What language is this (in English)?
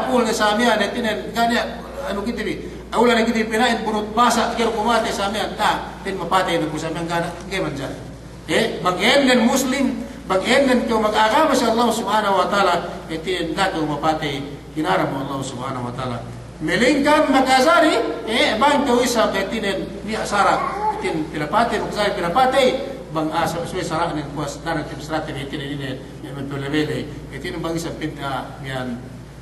Yakan